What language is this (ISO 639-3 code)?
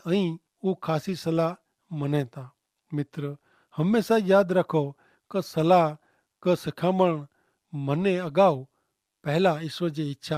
kfr